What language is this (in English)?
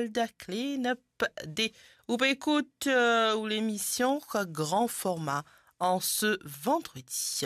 Morisyen